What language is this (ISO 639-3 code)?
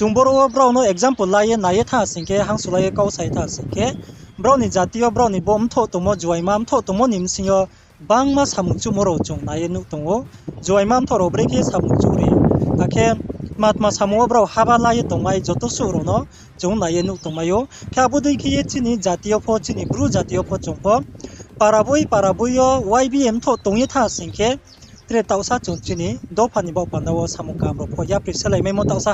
ria